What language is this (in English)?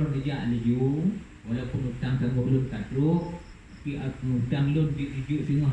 Achinese